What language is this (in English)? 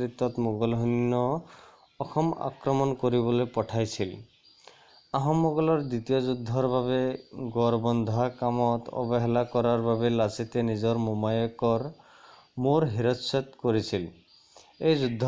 Assamese